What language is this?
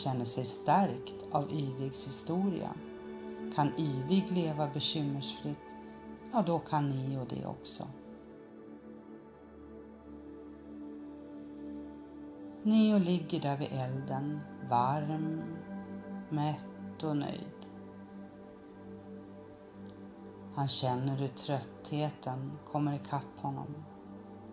Swedish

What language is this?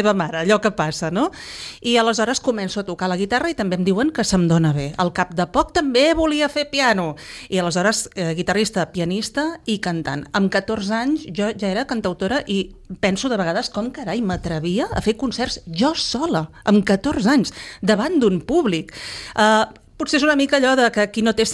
Catalan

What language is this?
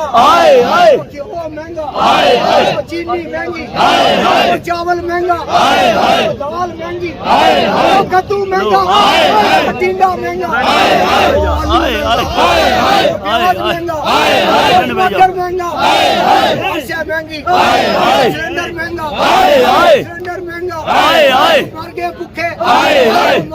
Pahari-Potwari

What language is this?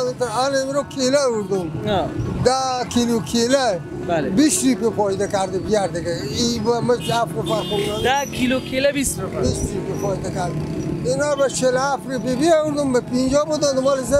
Persian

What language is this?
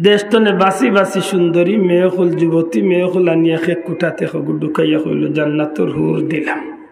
Sylheti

